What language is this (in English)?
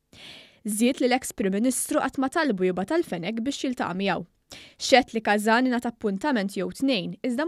Maltese